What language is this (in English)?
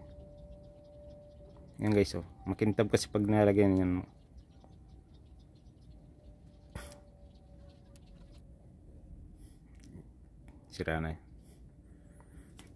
Filipino